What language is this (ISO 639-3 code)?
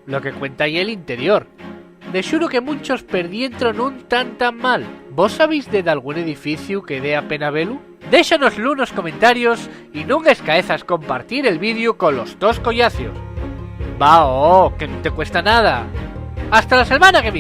ast